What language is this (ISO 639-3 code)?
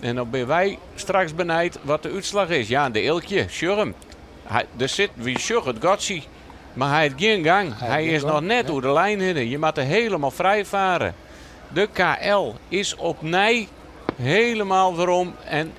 fry